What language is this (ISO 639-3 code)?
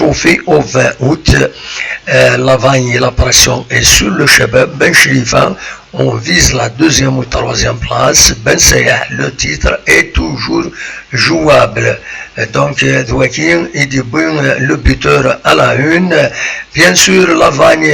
kab